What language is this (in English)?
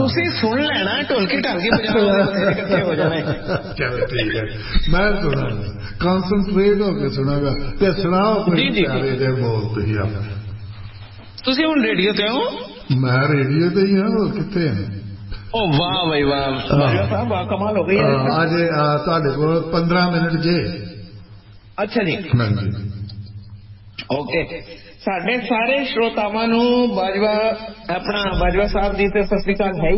Punjabi